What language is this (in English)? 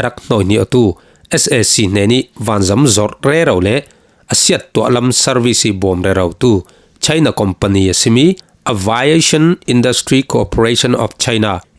Falam Chin